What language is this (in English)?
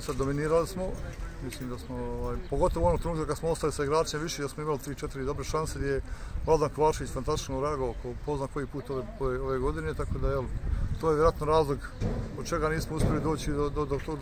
Bosnian